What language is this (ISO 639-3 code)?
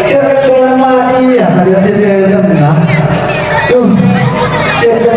mad